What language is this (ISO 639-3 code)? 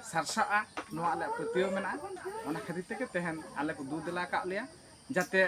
sat